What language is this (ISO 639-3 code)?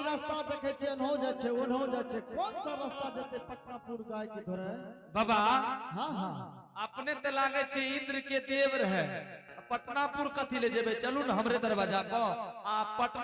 anp